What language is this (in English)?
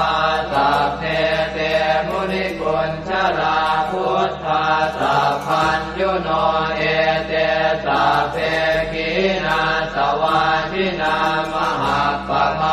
Pali